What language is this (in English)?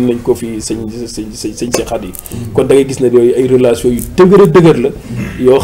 Wolof